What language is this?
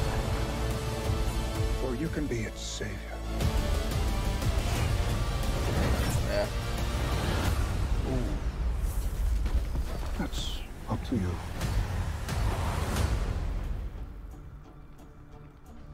Danish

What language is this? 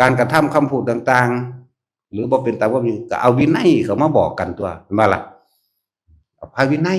Lao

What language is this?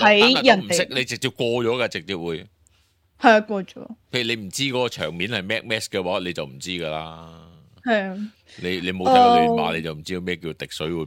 Cantonese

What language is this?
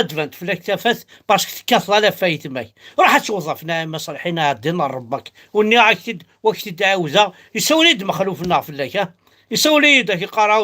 Kabyle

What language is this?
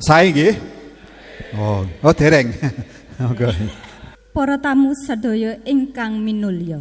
Javanese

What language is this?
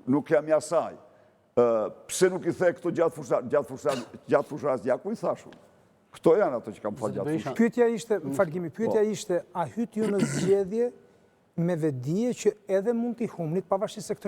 Albanian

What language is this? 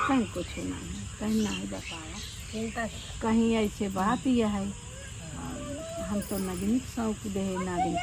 Awadhi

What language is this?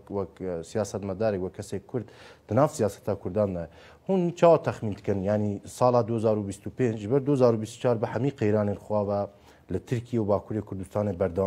Kurdish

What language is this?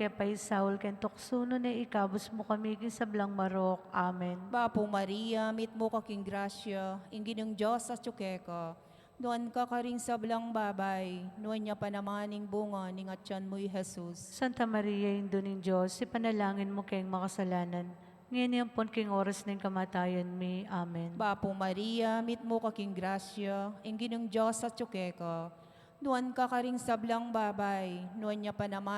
Pampanga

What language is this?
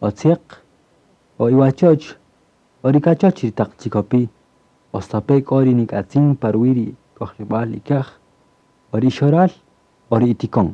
Kaqchikel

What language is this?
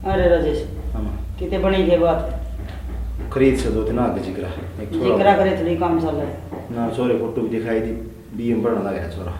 Haryanvi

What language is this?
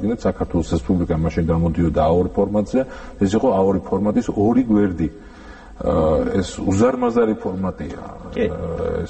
Georgian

